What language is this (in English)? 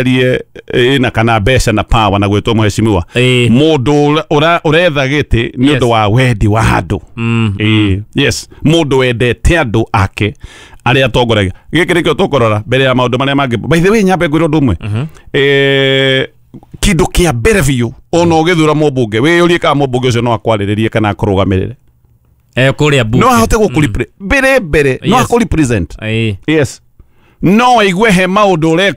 Kikuyu